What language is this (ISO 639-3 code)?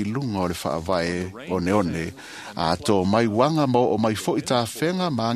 smo